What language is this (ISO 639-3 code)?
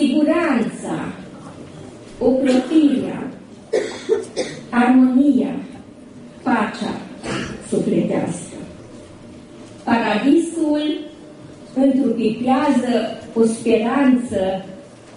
ron